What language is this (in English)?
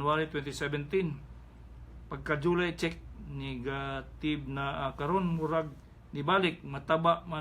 Cebuano